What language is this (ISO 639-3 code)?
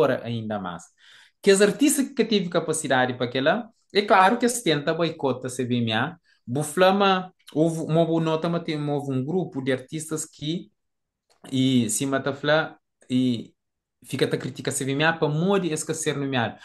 kea